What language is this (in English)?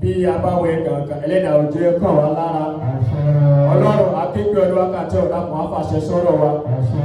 Yoruba